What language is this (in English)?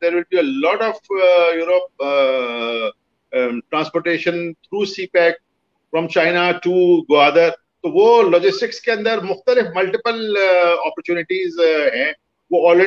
Urdu